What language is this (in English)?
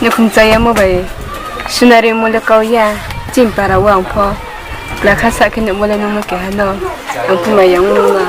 Riang (India)